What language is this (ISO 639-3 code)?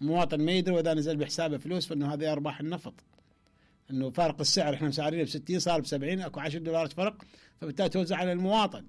acm